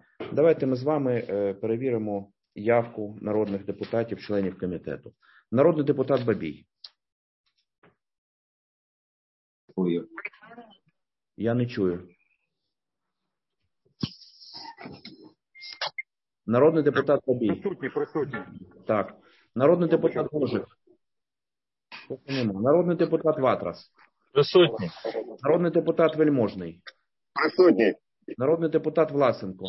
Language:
Ukrainian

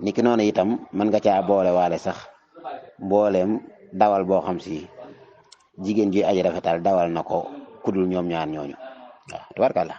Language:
Wolof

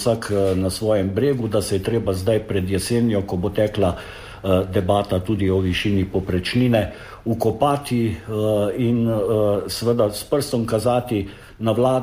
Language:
Slovenian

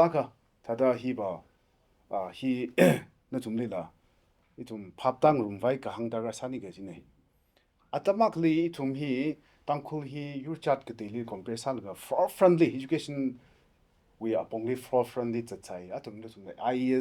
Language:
Tangkhul Naga (India)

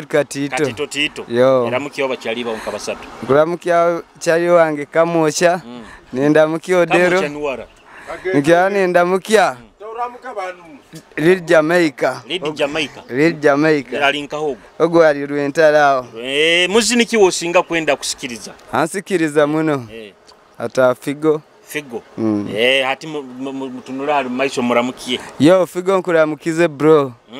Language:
Nyoro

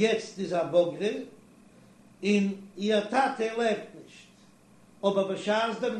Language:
Yiddish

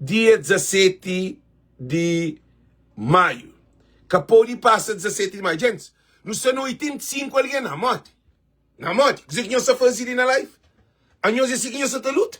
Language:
Kabuverdianu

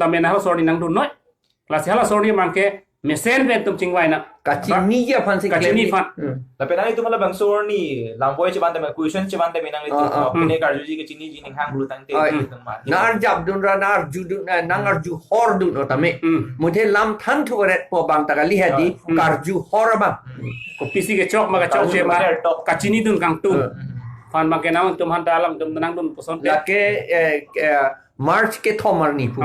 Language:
Karbi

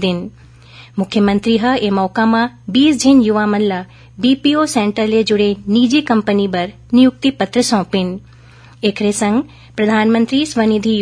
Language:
Chhattisgarhi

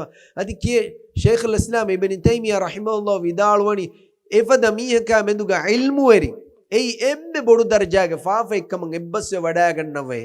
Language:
Divehi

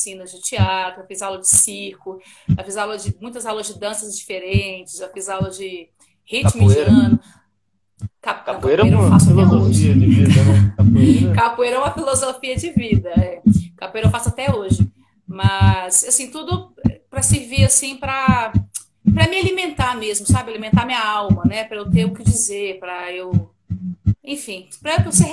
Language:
Portuguese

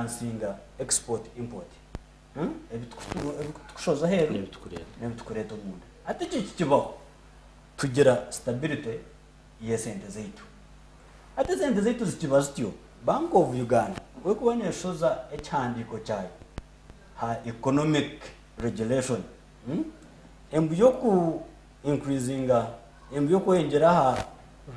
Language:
Nyankole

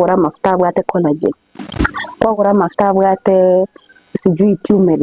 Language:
Gusii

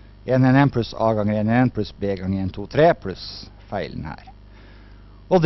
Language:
Norwegian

